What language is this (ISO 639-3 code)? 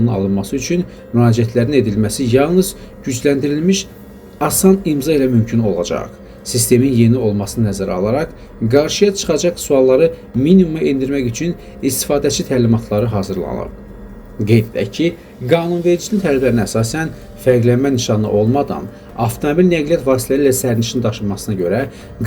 aze